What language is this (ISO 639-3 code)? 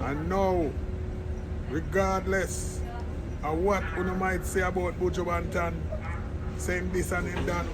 jam